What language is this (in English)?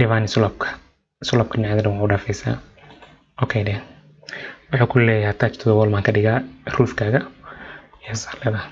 Somali